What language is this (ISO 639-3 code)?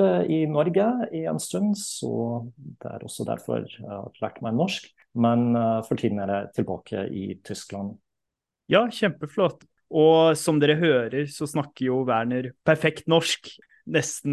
nor